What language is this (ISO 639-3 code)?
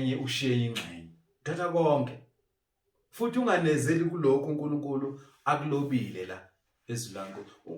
zul